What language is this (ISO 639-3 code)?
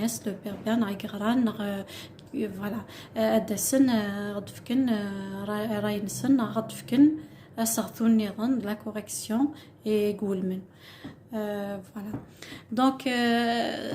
kab